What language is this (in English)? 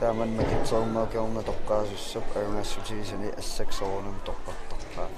Kalaallisut